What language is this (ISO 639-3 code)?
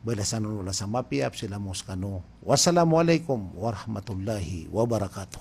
mrw